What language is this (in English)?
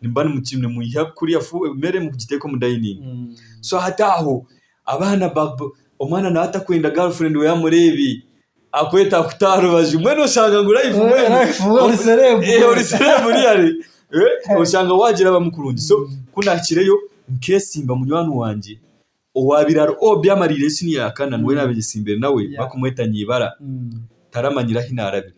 Nyankole